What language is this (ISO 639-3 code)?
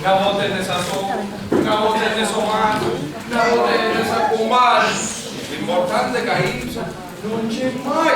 scn